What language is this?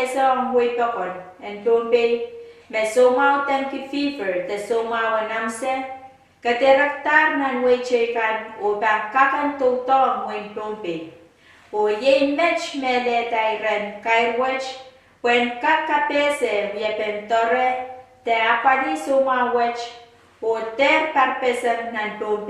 Pohnpeian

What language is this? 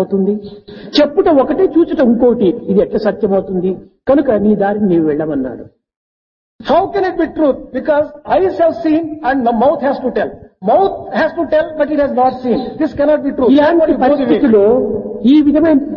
Telugu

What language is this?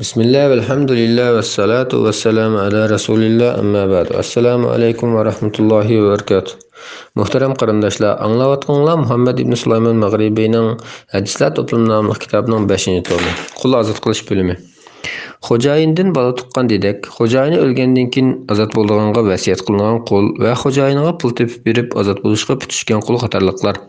Uyghur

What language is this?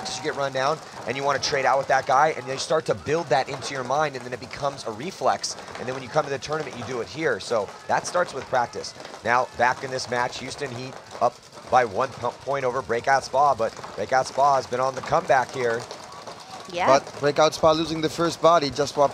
English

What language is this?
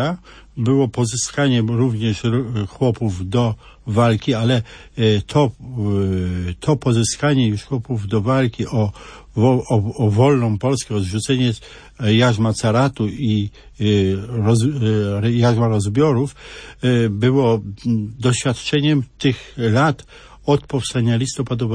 Polish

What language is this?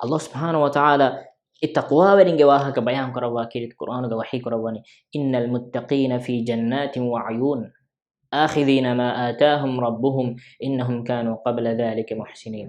Divehi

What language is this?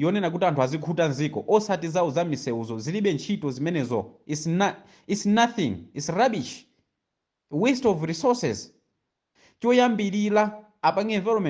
Nyanja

